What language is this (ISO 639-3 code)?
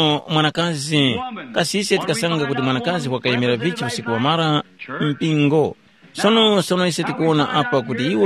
tum